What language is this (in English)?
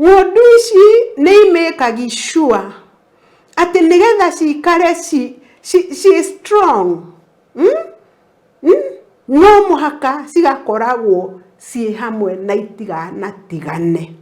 Kikuyu